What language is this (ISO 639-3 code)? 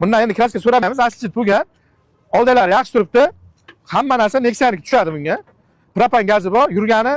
uzb